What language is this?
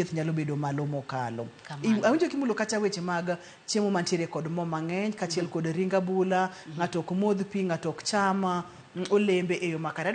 Luo (Kenya and Tanzania)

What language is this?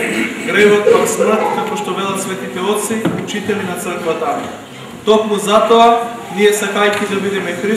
Macedonian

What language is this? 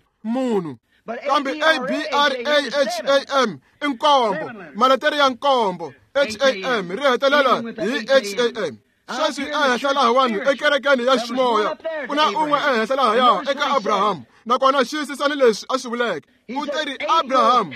Tsonga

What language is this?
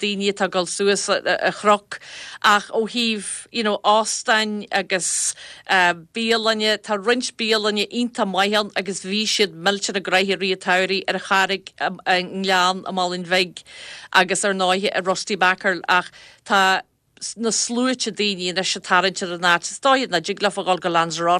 Irish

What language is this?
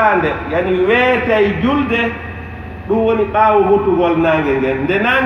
Pular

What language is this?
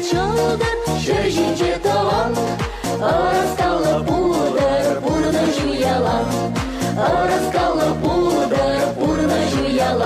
Chuvash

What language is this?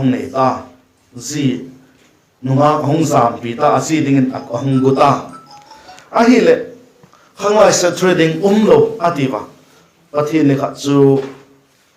Vaiphei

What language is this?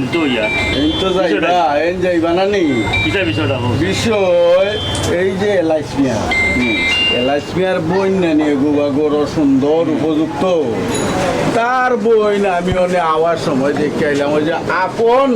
Sylheti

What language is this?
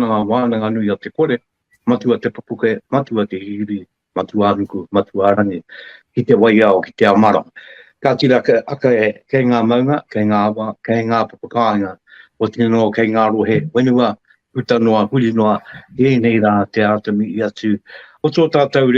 Māori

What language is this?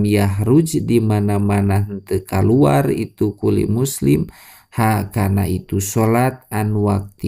Sundanese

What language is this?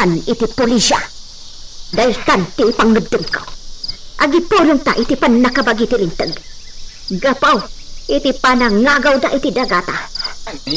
Iloko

